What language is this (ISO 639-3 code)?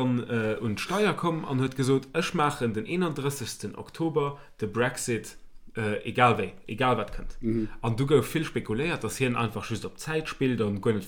ltz